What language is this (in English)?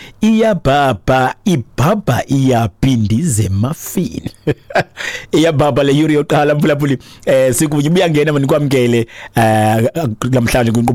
Xhosa